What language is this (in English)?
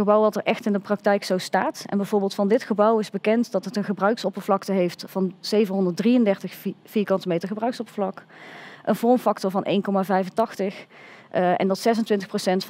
Dutch